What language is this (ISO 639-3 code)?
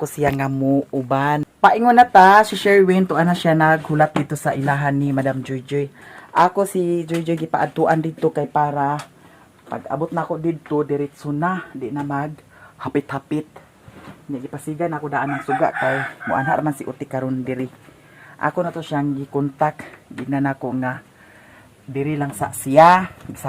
ceb